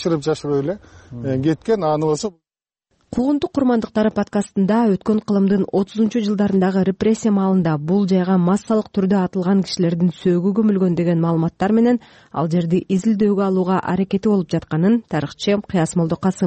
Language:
Kyrgyz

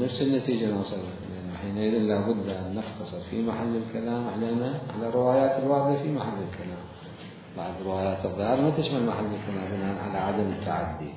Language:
Mesopotamian Arabic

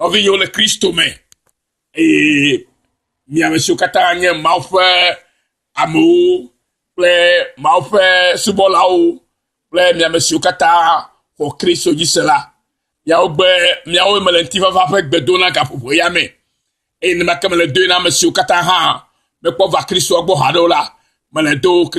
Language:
Ewe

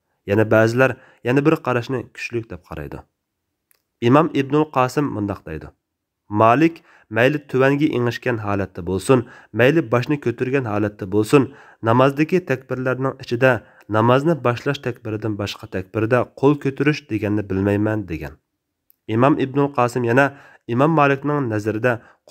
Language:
Uyghur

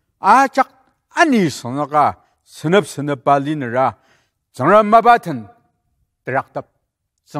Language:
Ao Naga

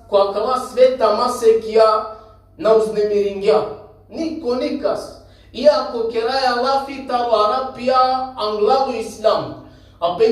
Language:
Balkan Romani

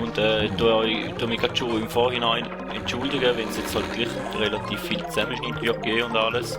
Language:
Swiss German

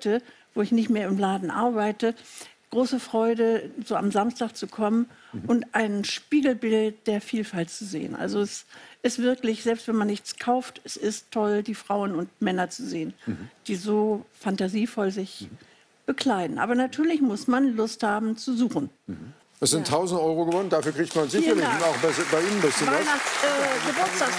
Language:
German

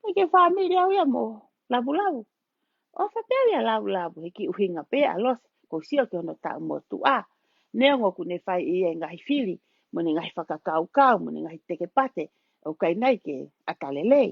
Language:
Tongan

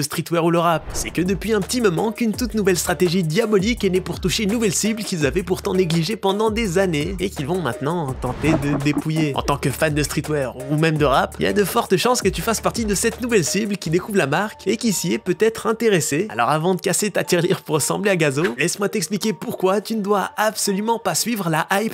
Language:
French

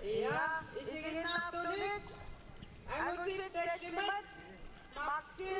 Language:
Kalaallisut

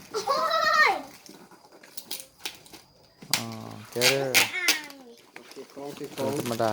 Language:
Lao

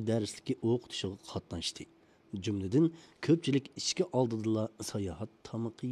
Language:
Uyghur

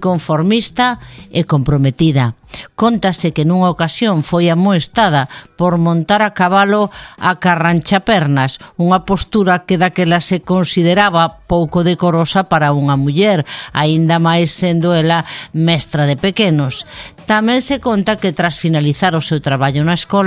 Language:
Galician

